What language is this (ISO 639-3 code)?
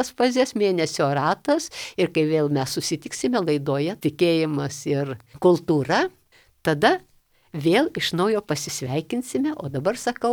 lit